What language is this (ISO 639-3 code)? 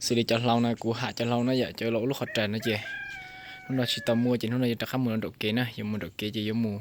hmn